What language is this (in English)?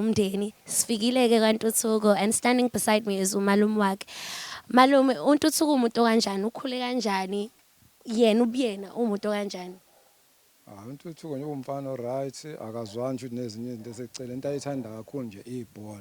Zulu